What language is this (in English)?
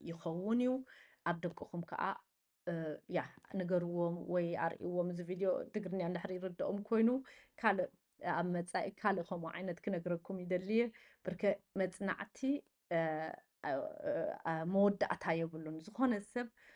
Tigrinya